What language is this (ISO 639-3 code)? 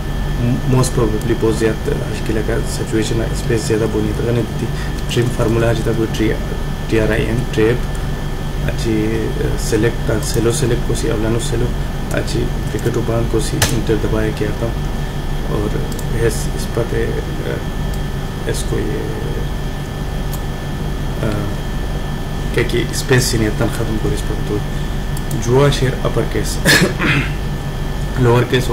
khw